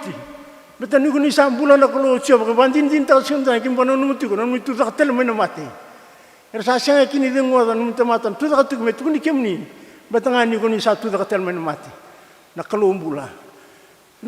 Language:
Fijian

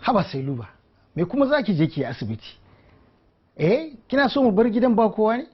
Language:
Hausa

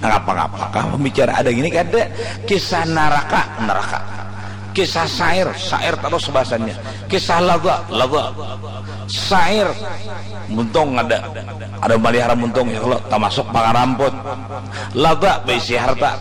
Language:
Banjar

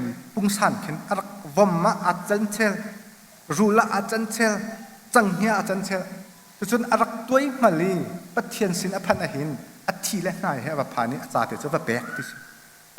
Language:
Hakha Chin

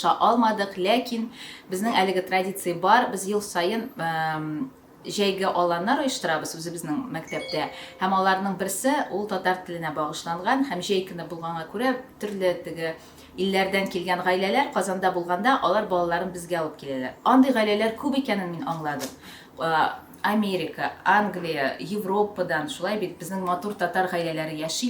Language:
Tatar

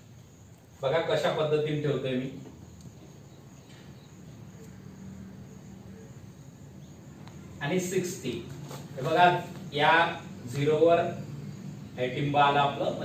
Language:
Marathi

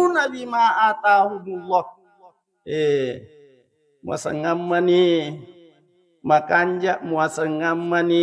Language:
Buginese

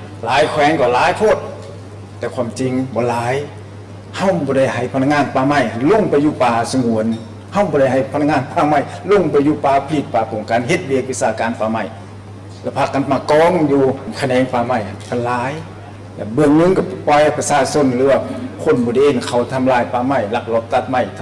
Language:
Lao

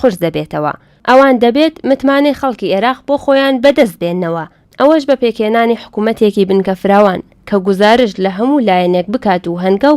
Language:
Central Kurdish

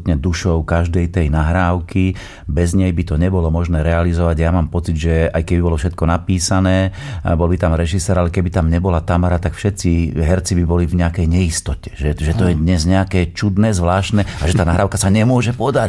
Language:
Slovak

